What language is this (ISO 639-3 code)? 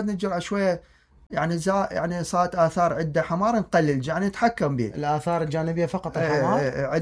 acm